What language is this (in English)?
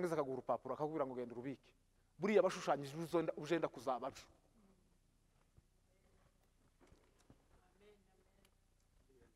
Kinyarwanda